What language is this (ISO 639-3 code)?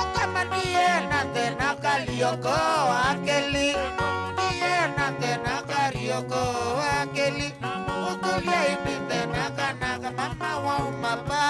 kam